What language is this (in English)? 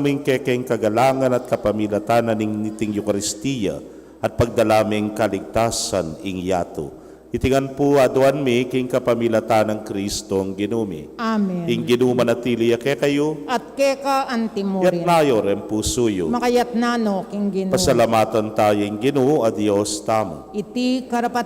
Pampanga